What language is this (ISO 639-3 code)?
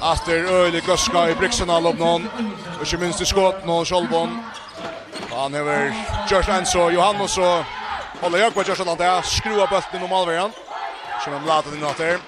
fao